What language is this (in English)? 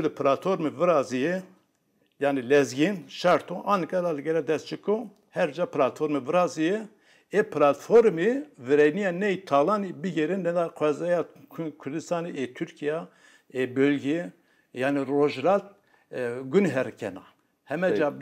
Zaza